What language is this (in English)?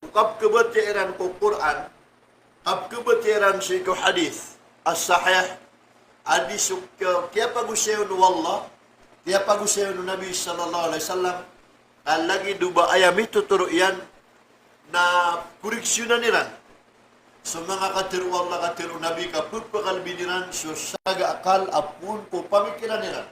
Maranao